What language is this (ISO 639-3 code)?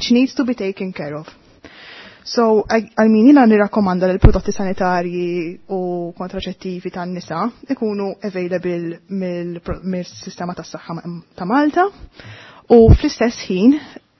mlt